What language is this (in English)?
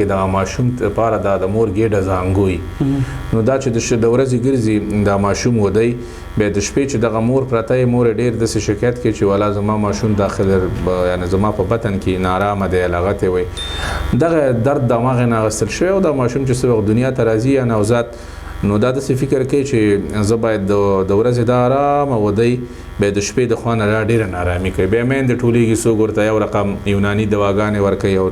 Pashto